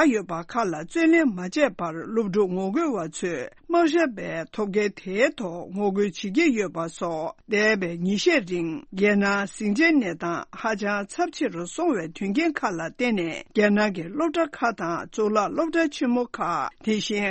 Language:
Tibetan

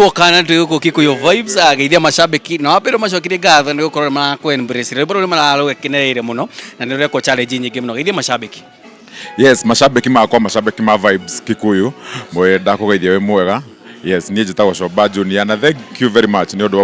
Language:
Kikuyu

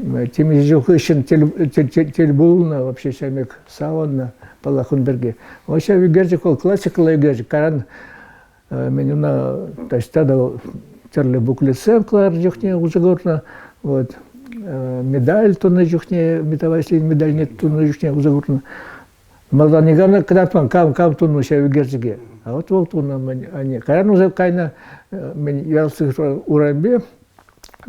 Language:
Chuvash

